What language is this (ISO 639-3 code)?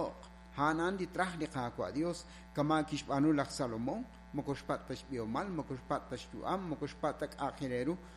kek